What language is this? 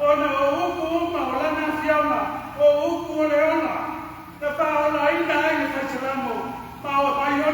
Samoan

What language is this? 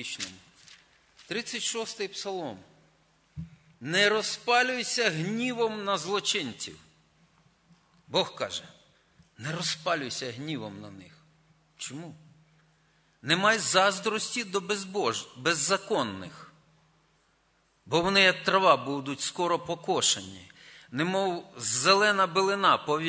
Ukrainian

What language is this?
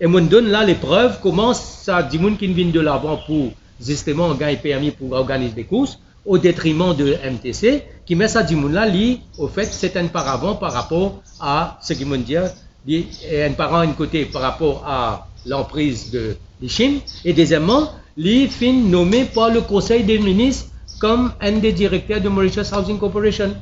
Morisyen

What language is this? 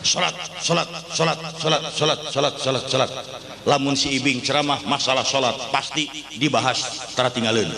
Sundanese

